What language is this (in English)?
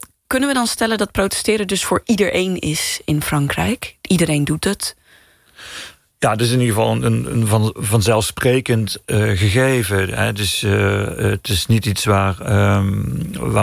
Dutch